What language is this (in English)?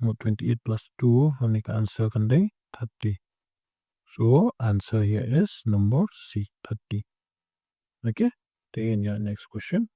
Khasi